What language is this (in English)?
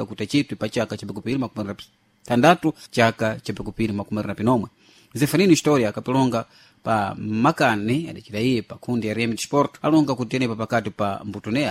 Sena